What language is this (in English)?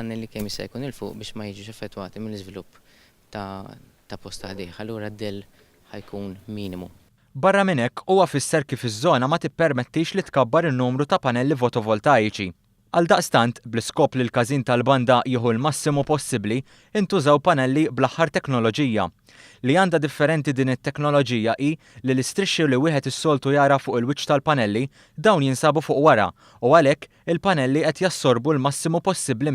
Maltese